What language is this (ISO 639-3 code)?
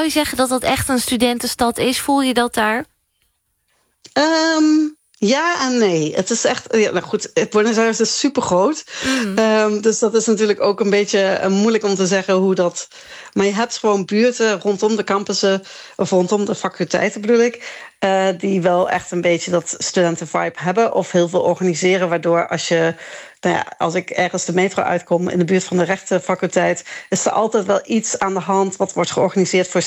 nld